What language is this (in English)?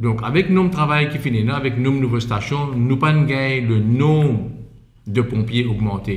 Morisyen